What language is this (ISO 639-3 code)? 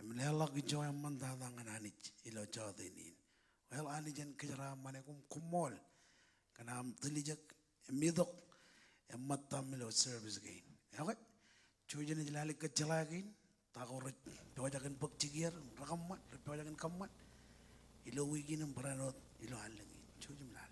mah